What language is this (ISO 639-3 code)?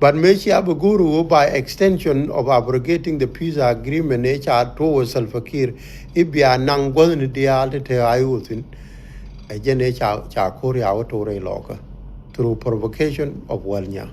nus